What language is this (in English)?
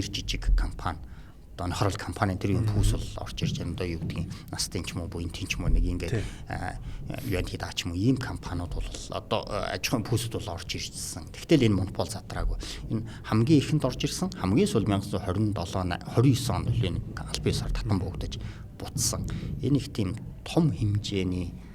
Mongolian